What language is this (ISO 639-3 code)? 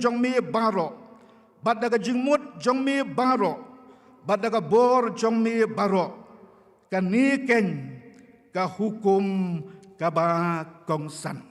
kha